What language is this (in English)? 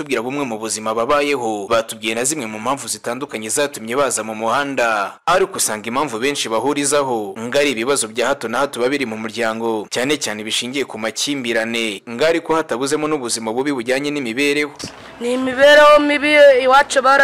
Kinyarwanda